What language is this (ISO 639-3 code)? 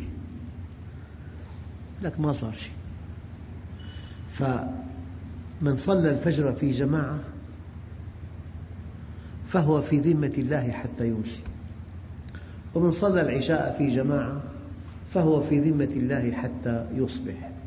ara